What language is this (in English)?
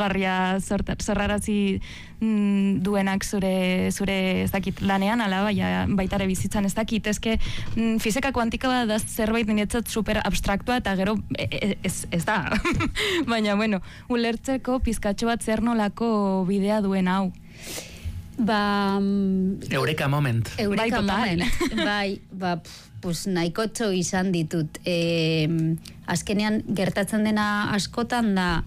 Basque